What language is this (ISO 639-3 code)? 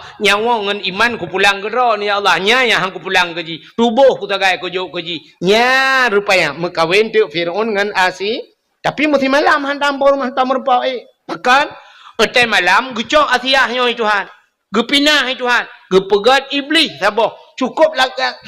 ace